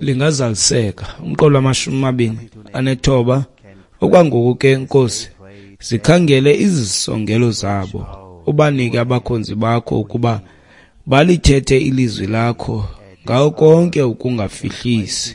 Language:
Xhosa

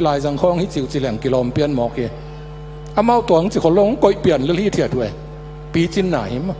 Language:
Tedim Chin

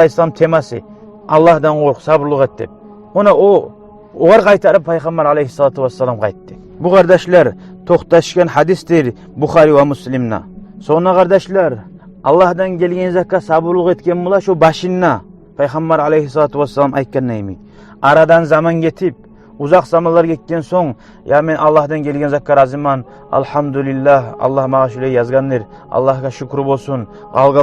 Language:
Kumyk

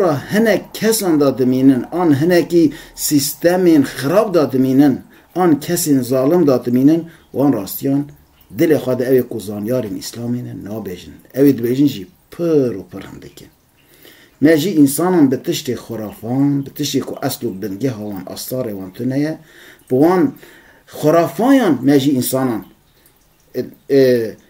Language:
Kurdish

